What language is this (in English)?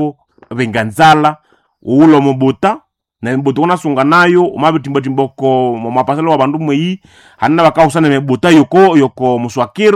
Nande